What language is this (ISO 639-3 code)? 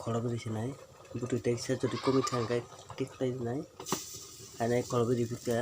trp